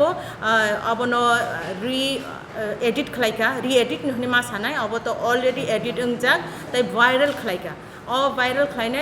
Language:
Kok Borok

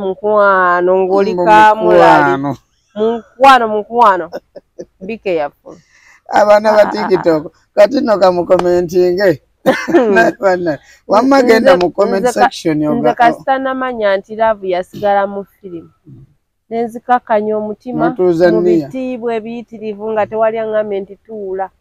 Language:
Ganda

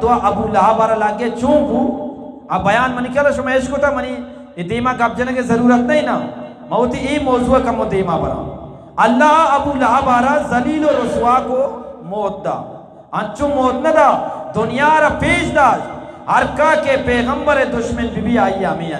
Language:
Eastern Balochi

